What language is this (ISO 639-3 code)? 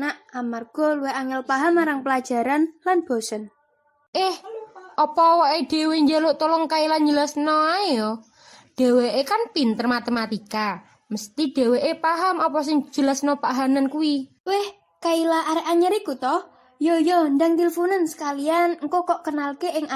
jav